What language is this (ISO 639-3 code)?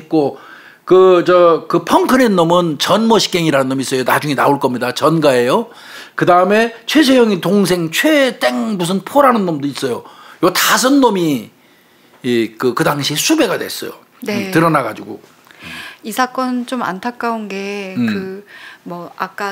kor